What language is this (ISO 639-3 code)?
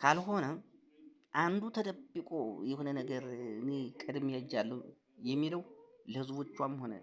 amh